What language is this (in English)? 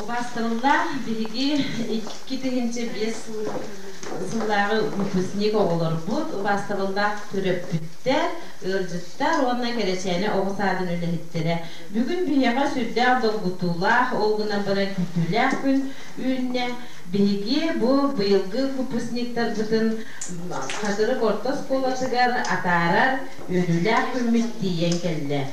Yakut